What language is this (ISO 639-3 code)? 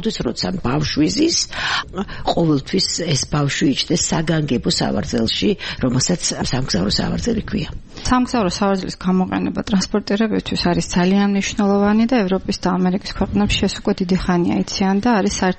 kat